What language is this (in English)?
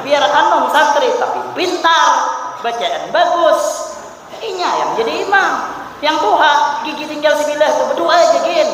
Banjar